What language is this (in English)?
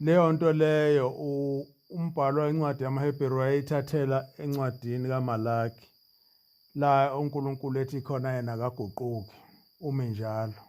Zulu